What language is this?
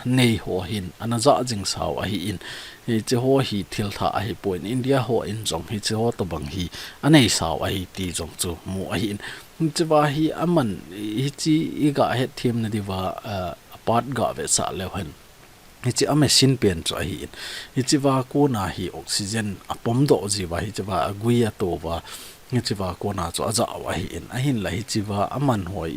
Thado Chin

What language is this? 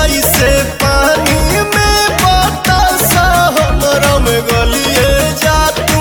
Bhojpuri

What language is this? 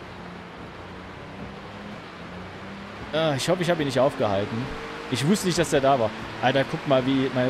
German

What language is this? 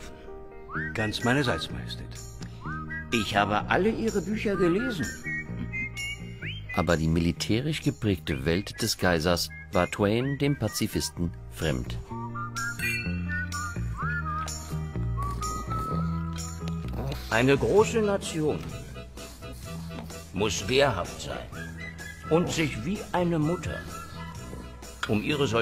German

